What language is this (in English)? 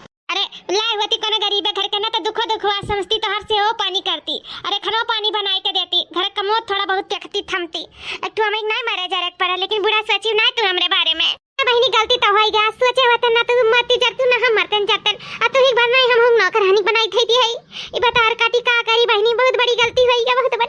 Awadhi